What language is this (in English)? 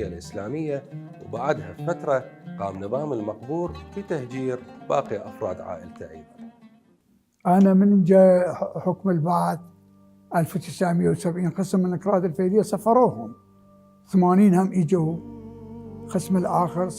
Mesopotamian Arabic